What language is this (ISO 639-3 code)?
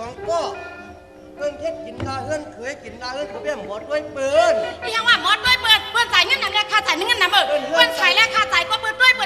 shn